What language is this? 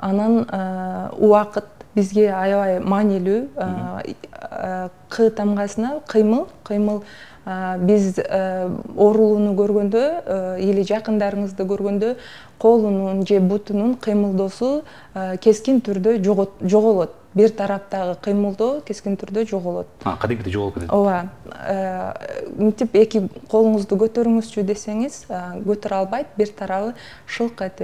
Kyrgyz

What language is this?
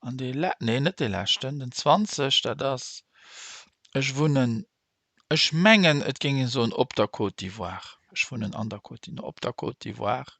Luxembourgish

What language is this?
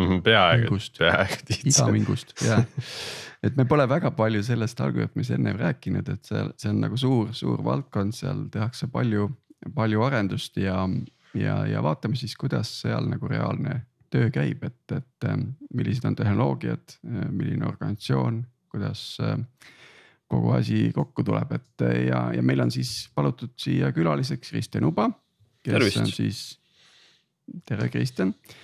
Estonian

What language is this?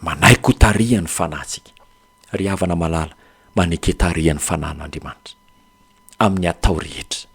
Malagasy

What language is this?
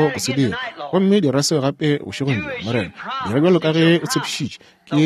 Northern Sotho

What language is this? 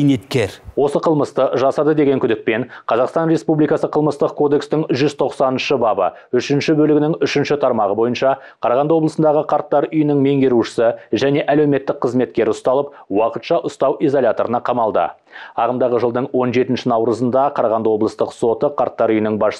Kazakh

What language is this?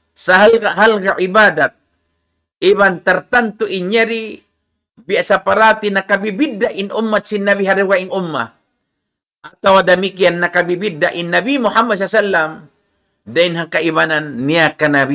Tausug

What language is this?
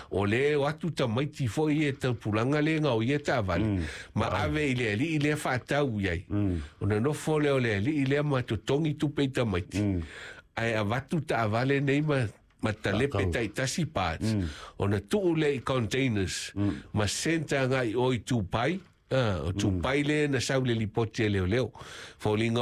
Samoan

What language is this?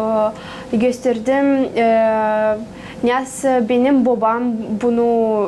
Gagauz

